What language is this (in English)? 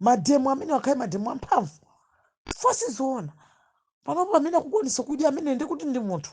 Nyanja